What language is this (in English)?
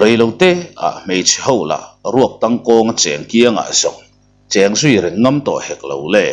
Mizo